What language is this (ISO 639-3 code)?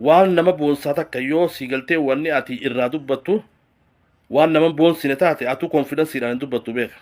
orm